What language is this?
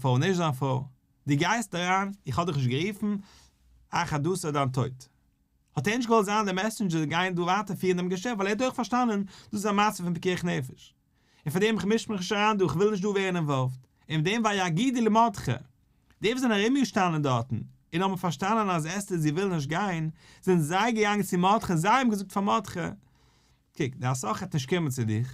Yiddish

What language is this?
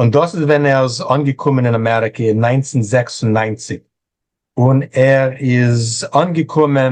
Yiddish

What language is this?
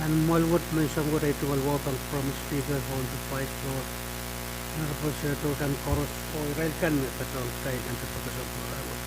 Pohnpeian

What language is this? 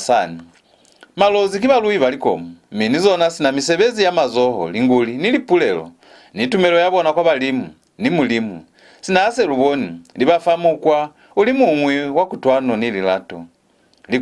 Lozi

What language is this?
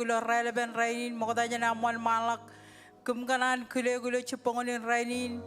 Marshallese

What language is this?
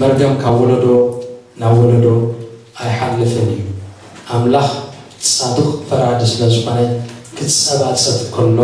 Tigrinya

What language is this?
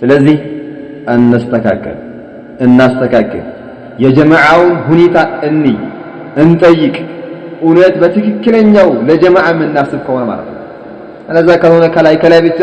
Amharic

